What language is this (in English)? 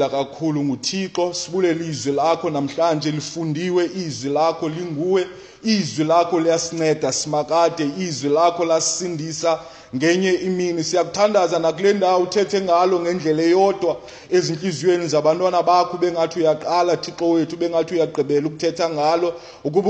Xhosa